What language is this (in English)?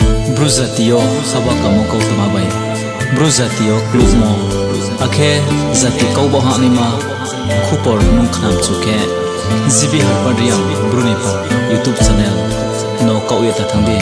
Riang (India)